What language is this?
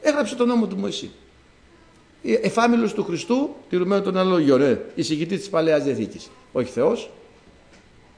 Greek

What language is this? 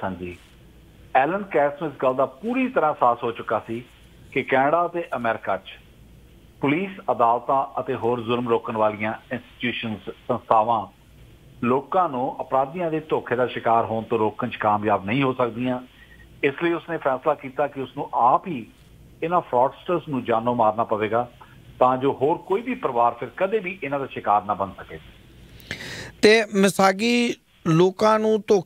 Punjabi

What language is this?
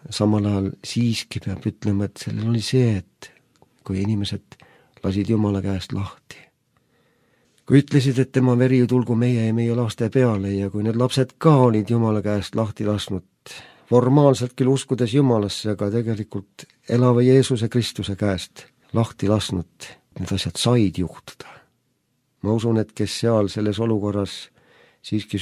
Estonian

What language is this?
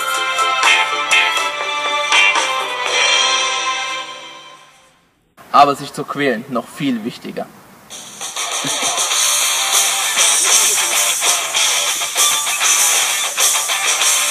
German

